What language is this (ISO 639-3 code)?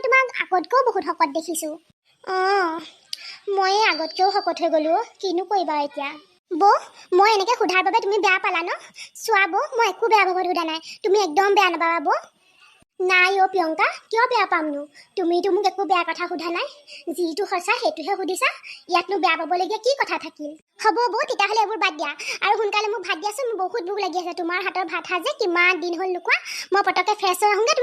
asm